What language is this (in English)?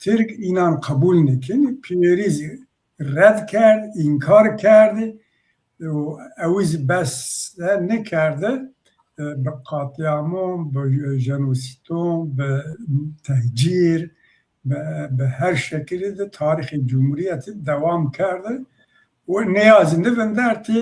Zaza